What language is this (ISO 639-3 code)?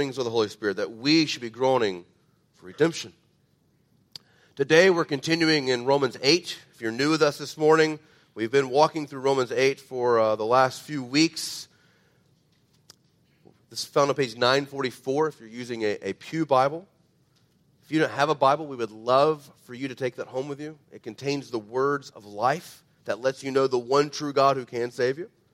eng